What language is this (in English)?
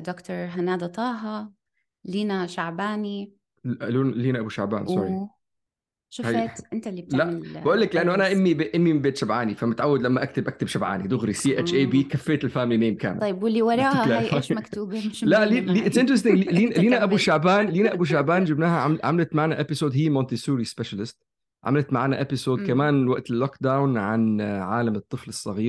North Levantine Arabic